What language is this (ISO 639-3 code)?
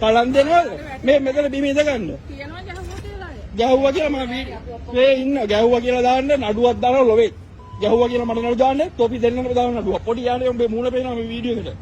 sin